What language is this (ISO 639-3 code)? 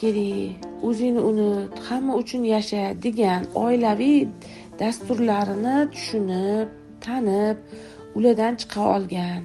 uzb